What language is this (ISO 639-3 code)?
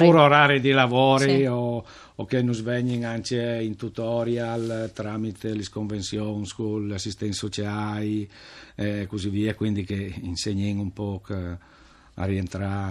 fur